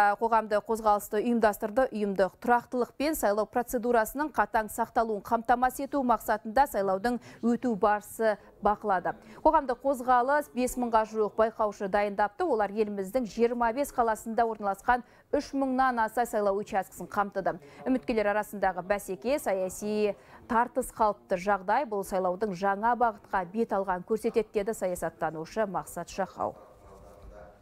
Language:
Kazakh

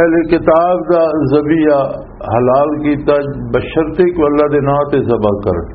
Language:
Western Panjabi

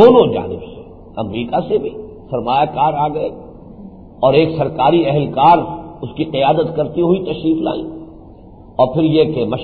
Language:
Urdu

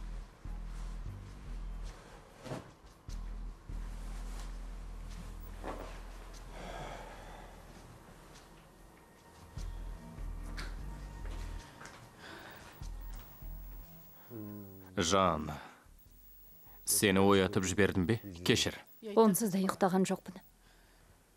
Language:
Kazakh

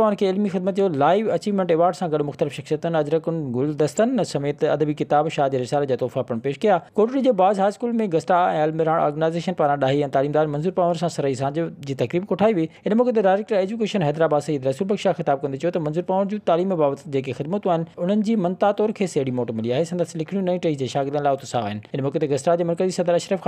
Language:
Sindhi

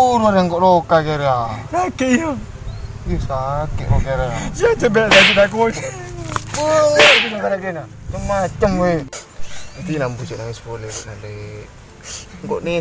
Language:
Madurese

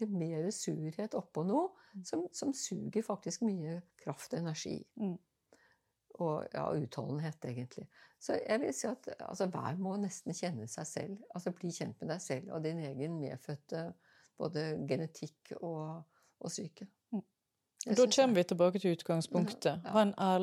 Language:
Norwegian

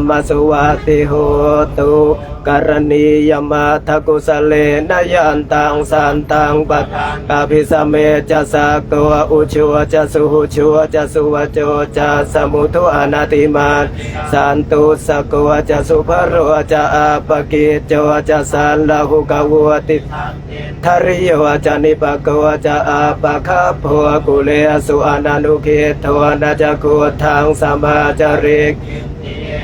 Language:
Pali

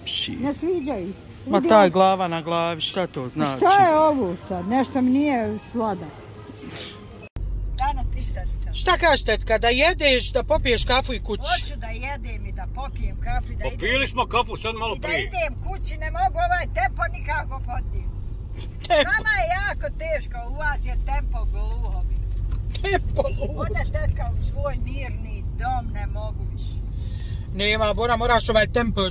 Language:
Bosnian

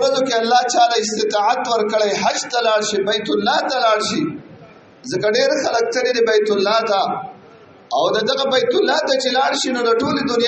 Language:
Pashto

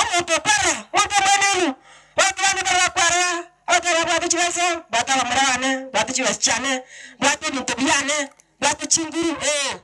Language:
Gusii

